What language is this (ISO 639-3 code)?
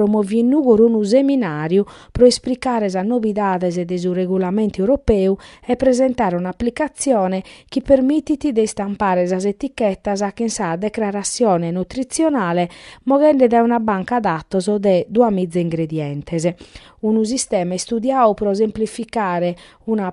srd